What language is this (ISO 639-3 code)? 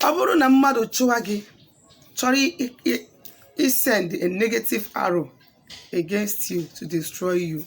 ibo